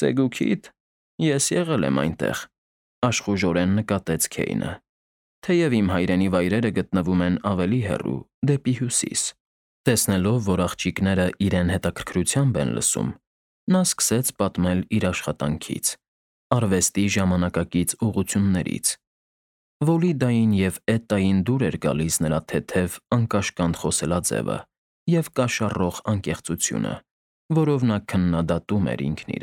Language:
Armenian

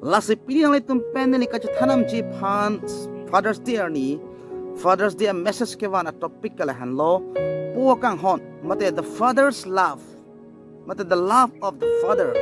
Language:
Karbi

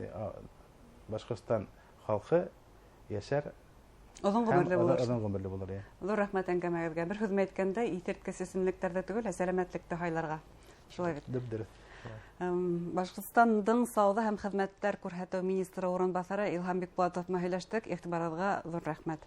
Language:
Bashkir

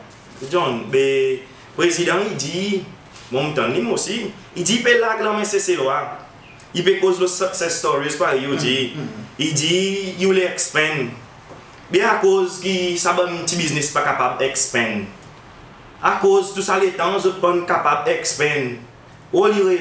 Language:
Seselwa Creole French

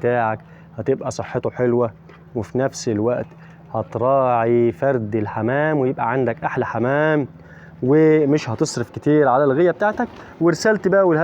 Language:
Egyptian Arabic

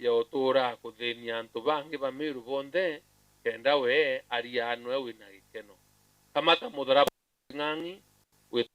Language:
Meru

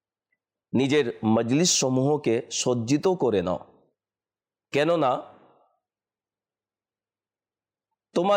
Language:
Bangla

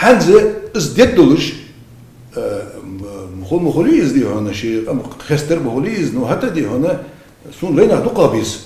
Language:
Ingush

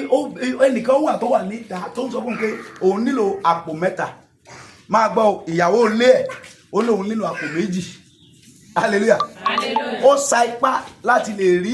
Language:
Yoruba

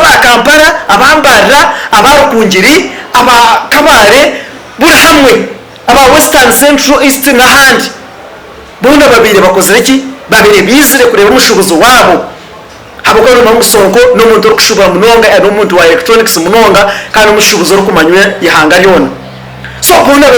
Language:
Nyankole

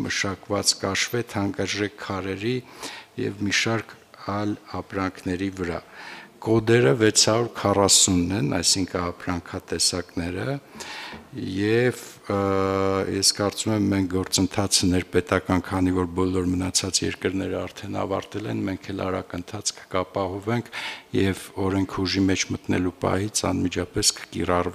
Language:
Armenian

